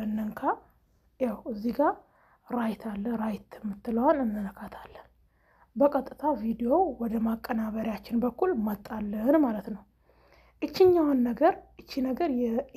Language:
Amharic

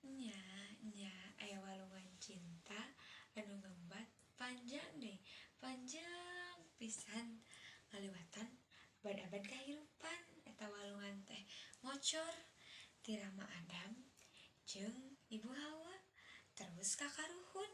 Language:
Sundanese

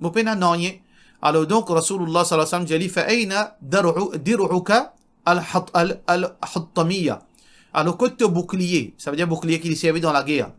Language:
Morisyen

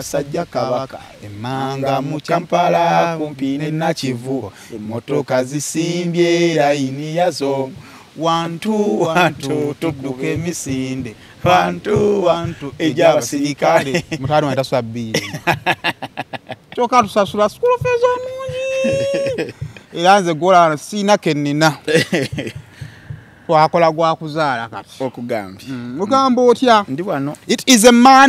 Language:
Ganda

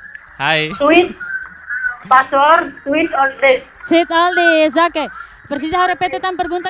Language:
Tetum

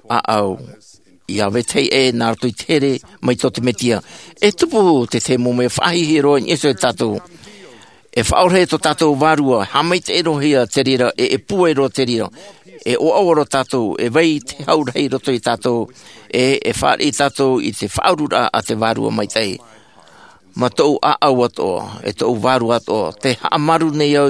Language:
Tahitian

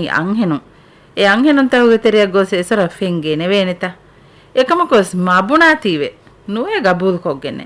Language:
Divehi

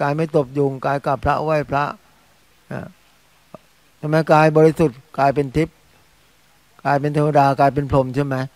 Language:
Thai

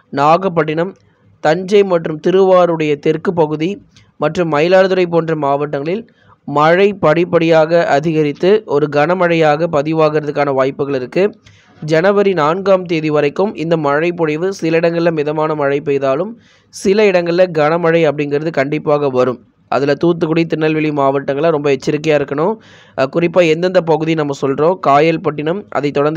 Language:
Tamil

